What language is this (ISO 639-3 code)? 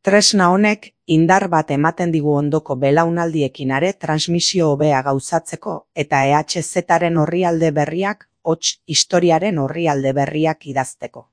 eus